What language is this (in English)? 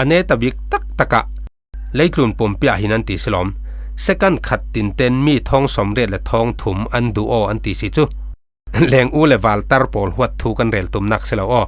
Falam Chin